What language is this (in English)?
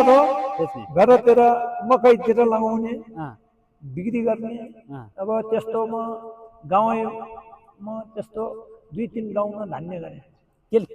Nepali